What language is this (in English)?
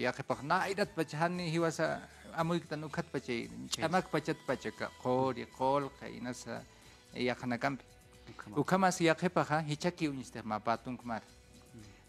Aymara